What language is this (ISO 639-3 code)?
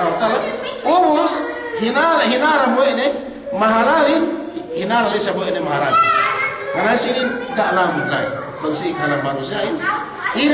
yka